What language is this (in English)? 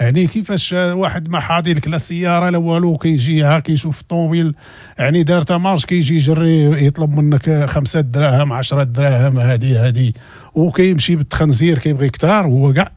Moroccan Arabic